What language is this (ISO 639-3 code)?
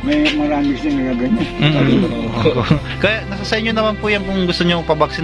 fil